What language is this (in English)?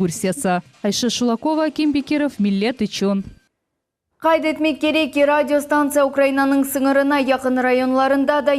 Crimean Tatar